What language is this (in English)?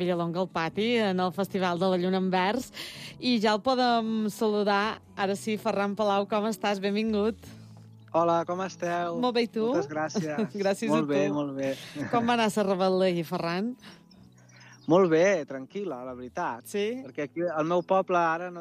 Catalan